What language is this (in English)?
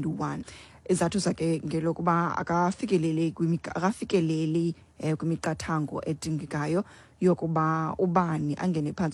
Xhosa